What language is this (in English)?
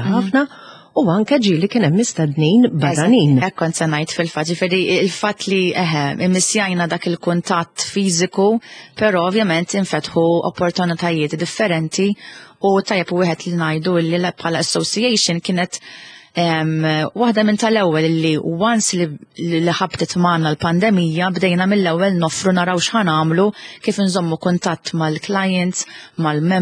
Maltese